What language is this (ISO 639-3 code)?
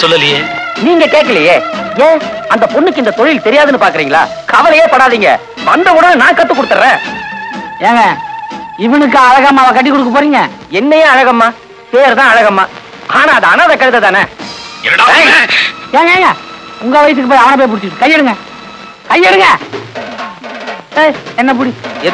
tam